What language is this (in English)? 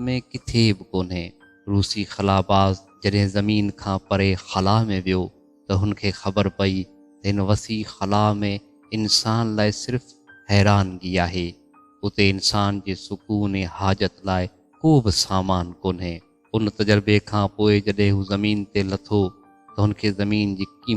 Sindhi